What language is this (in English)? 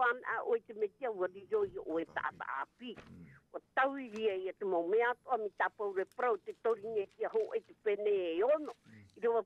Tahitian